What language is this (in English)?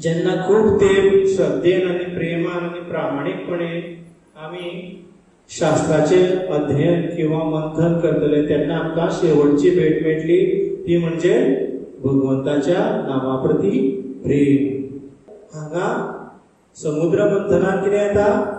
Konkani